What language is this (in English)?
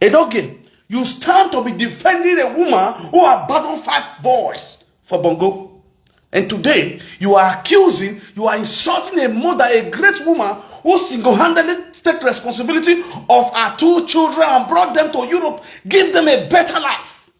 Nigerian Pidgin